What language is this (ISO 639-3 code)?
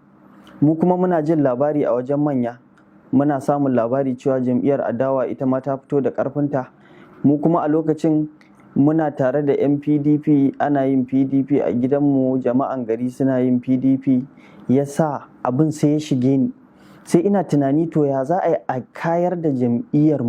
hau